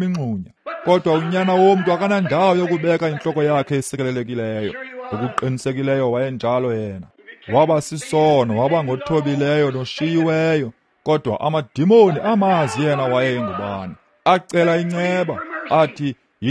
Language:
Xhosa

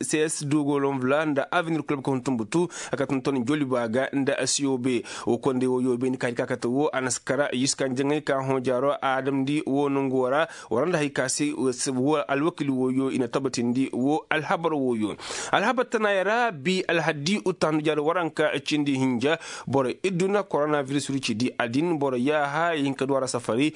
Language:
Koyraboro Senni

